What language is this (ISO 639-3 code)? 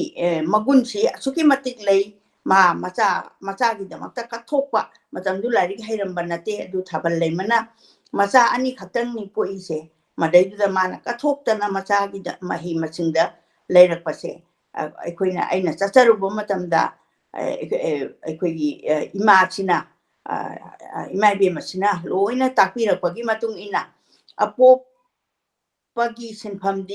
mni